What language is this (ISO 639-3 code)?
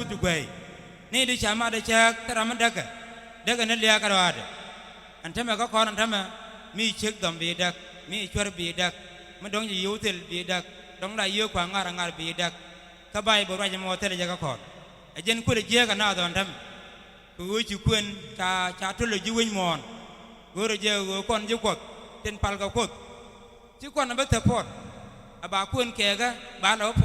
nus